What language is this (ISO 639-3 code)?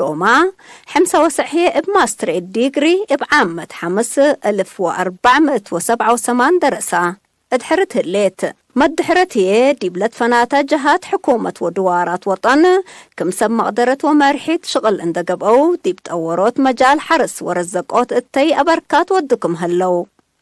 tig